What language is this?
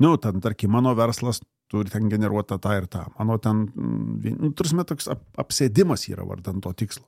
Lithuanian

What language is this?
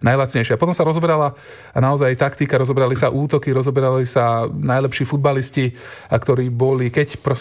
Slovak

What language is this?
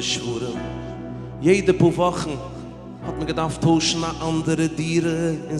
Yiddish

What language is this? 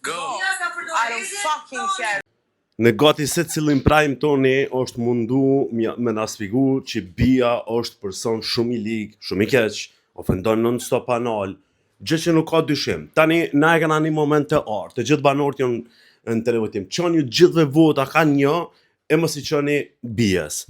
Albanian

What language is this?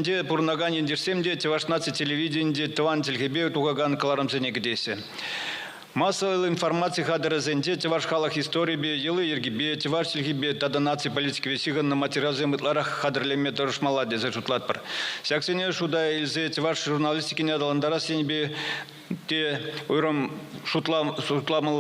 Chuvash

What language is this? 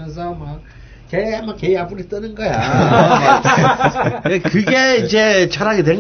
Korean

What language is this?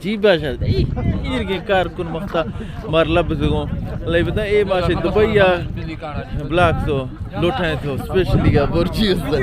Saraiki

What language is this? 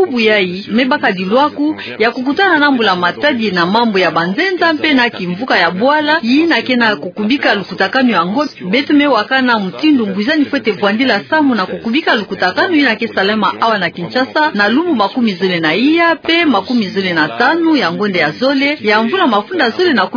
Kituba (Democratic Republic of Congo)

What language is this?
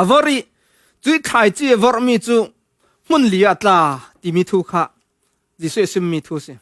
Falam Chin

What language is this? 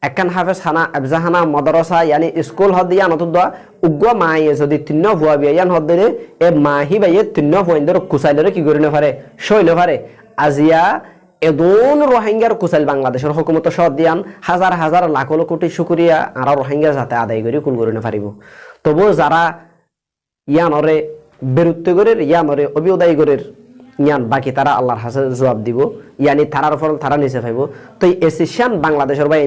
Rohingya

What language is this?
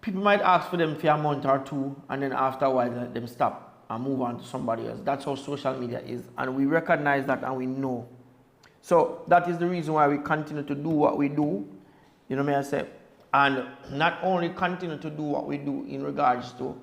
Jamaican Creole English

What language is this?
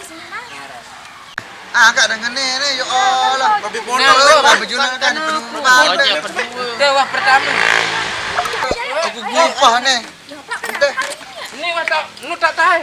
Sasak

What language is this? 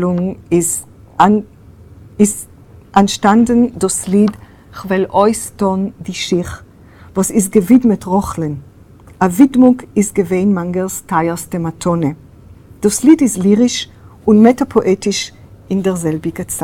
Yiddish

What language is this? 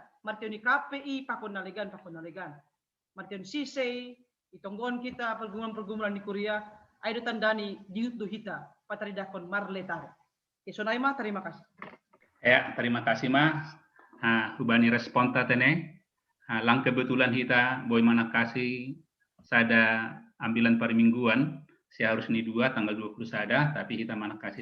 Batak Simalungun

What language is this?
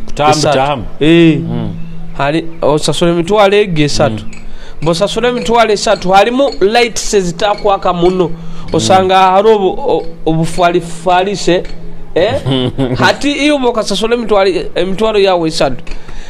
Nyoro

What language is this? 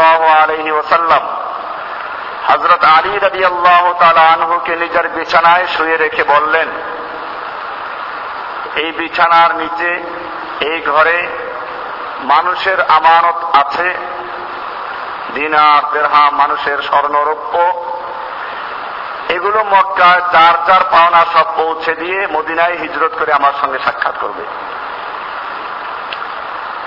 Bangla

